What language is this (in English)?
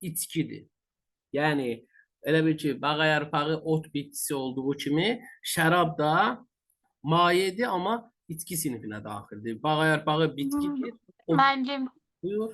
Azerbaijani